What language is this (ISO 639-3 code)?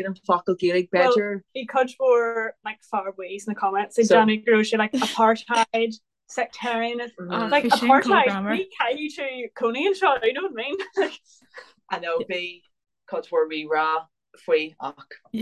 gle